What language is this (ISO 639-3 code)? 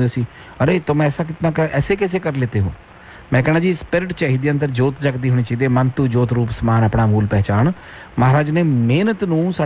pan